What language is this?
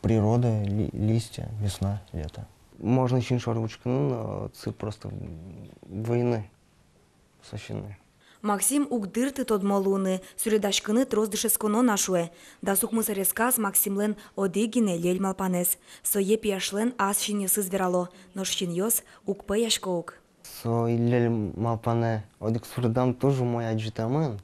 Udmurt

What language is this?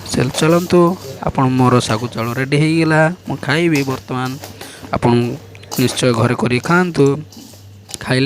Odia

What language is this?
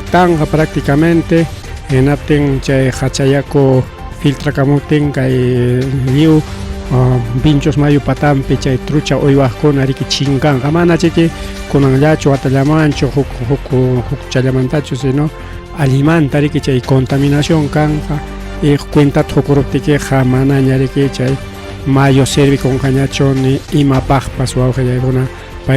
Ayacucho Quechua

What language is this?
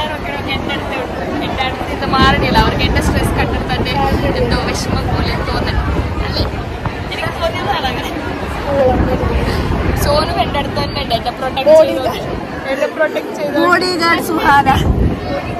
Malayalam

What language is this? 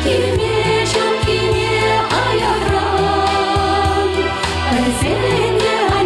Chuvash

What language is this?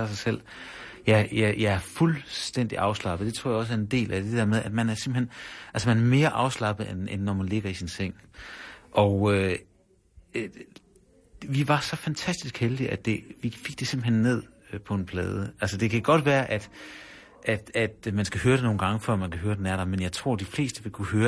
Danish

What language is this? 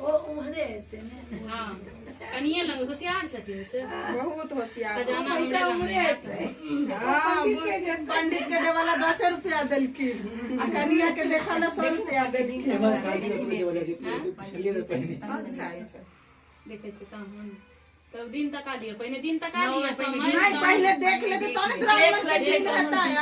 Maithili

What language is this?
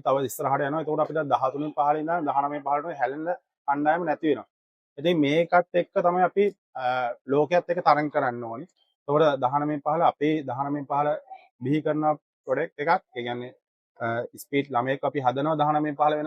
Sinhala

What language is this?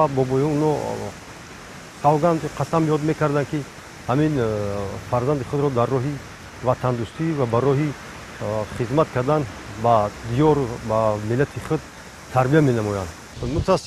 Tajik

